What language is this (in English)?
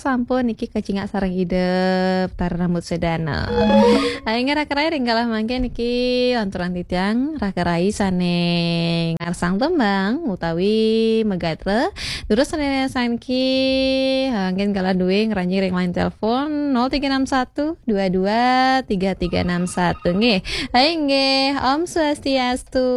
Balinese